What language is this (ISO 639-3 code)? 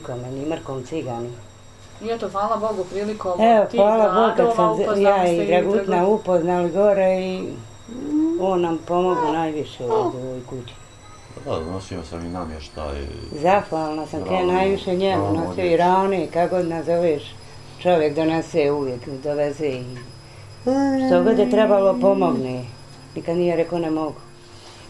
bos